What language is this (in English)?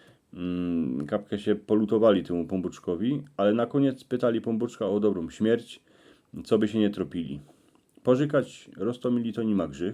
Silesian